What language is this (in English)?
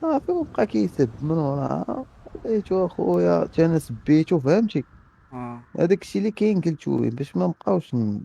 Moroccan Arabic